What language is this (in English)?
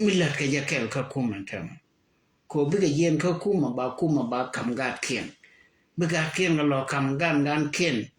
Nuer